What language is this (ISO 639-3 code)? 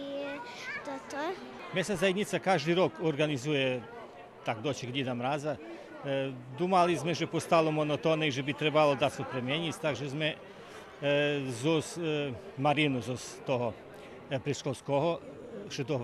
rue